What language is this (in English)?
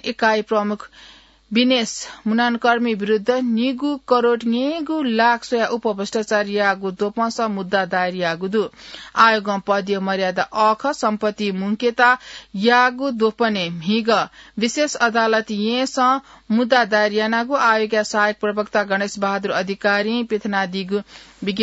Newari